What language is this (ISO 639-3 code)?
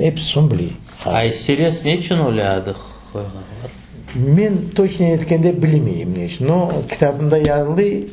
crh